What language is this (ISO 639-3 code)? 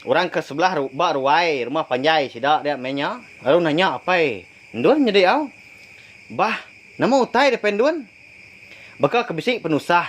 iba